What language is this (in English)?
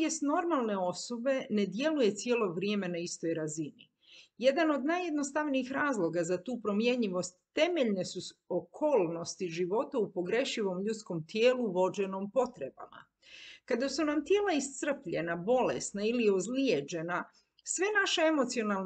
Croatian